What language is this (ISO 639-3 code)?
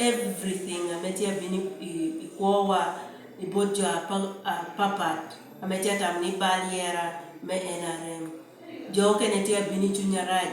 laj